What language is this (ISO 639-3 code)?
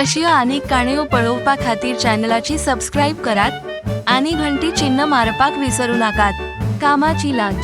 kok